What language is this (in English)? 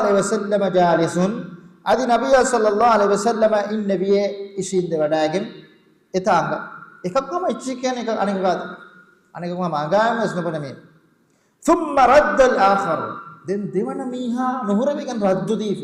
Divehi